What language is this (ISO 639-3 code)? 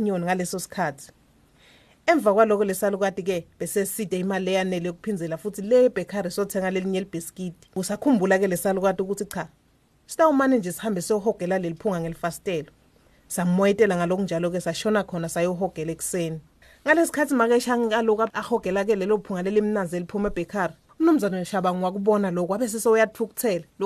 ssw